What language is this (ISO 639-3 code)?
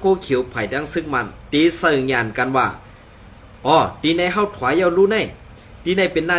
shn